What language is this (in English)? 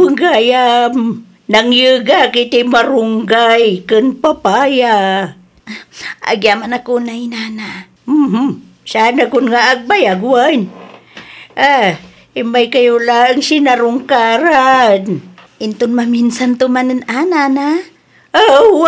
Iloko